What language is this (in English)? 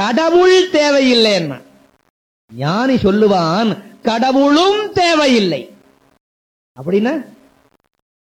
Tamil